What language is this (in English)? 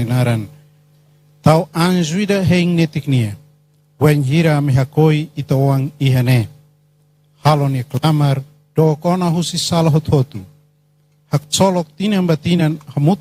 Tetum